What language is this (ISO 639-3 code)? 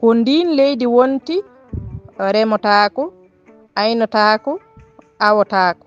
ful